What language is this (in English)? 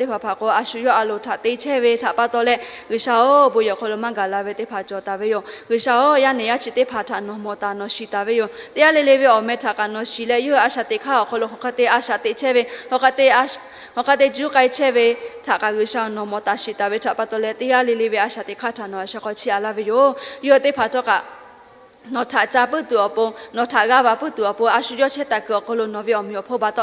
Lahu